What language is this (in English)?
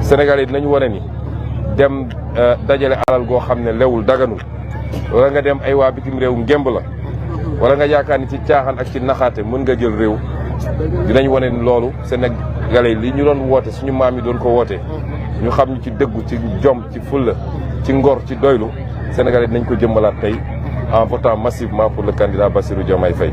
Wolof